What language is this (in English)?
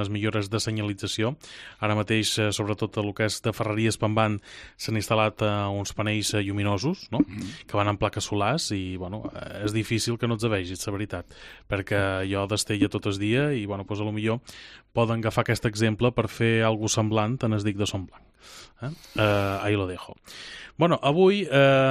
Catalan